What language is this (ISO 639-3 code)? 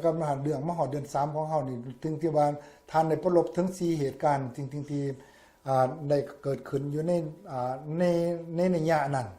lao